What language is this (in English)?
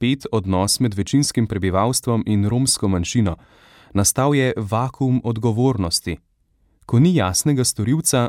Slovenian